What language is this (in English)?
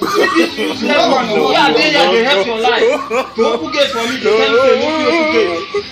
Nigerian Pidgin